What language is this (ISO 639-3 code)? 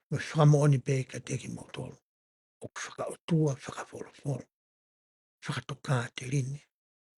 ton